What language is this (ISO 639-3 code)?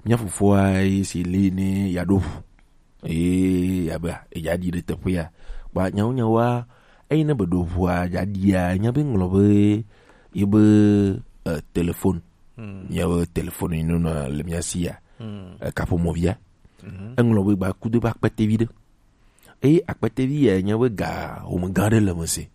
gej